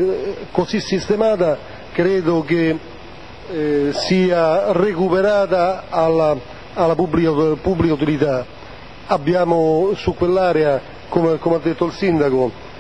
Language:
Italian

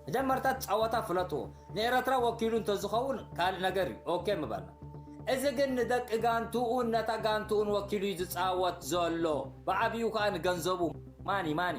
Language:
Tigrinya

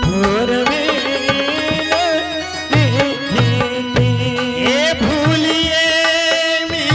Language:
Angika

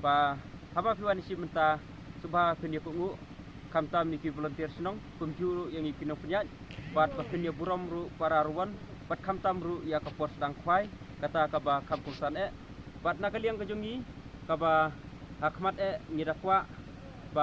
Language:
Khasi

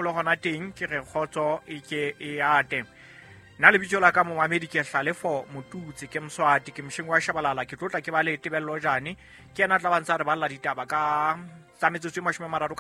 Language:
Southern Sotho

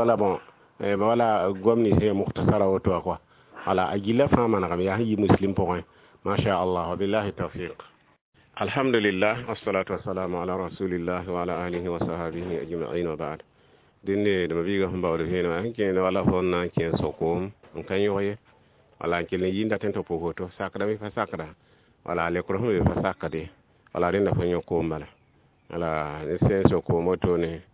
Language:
Mossi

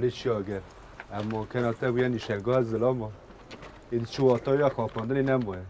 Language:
Kurdish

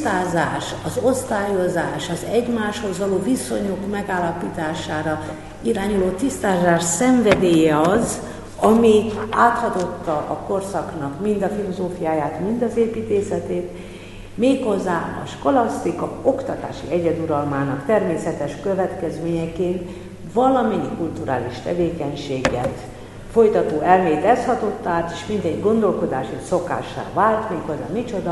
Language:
Hungarian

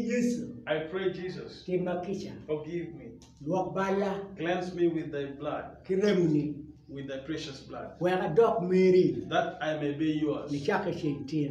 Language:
Acoli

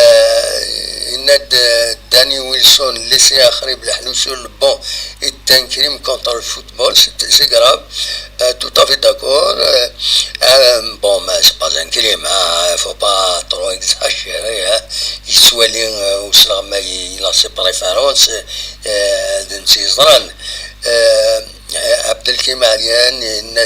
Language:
Kabyle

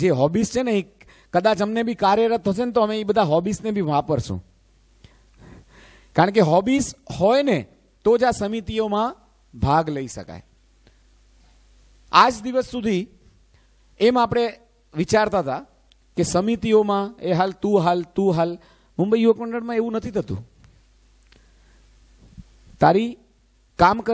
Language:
Gujarati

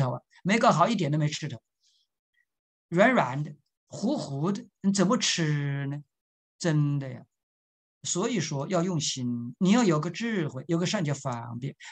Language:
Chinese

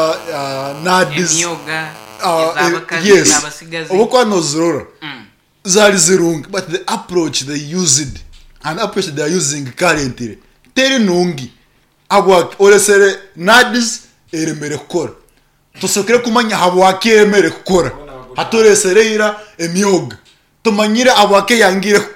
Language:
Nyoro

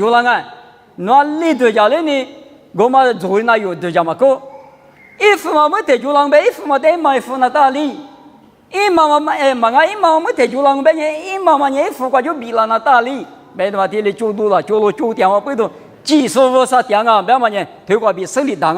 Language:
Lisu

